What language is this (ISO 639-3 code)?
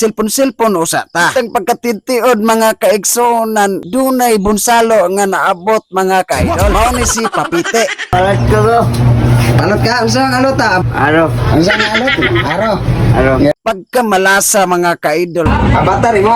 ceb